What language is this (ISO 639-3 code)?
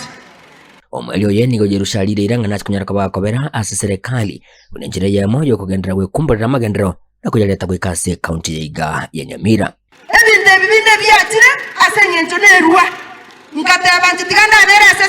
guz